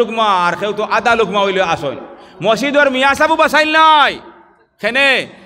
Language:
Sylheti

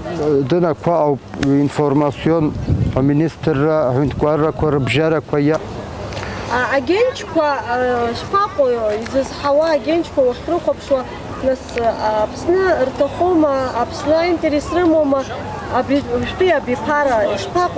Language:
Abkhazian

